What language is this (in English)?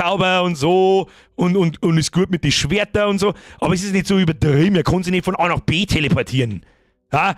Bavarian